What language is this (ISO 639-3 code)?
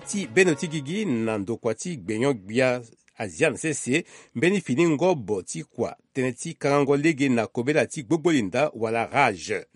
sag